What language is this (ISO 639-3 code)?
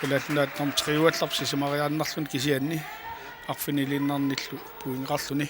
kal